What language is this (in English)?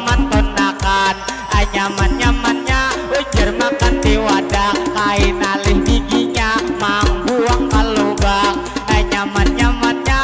Banjar